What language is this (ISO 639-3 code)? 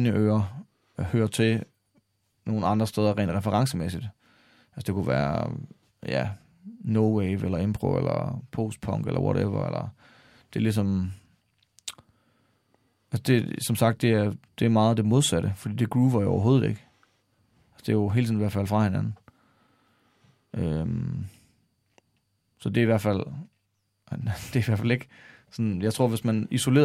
dan